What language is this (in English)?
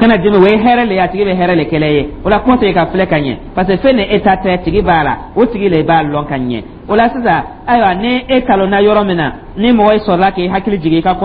Dyula